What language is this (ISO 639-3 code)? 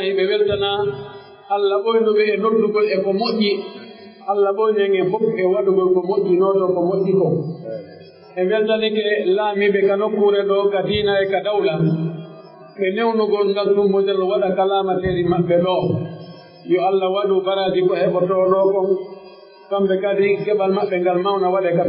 fuf